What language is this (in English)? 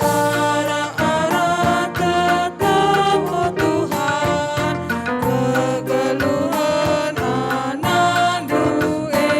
Batak Karo